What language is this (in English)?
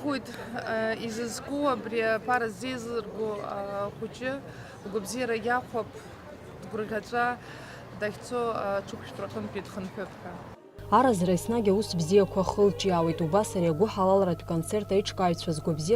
Abkhazian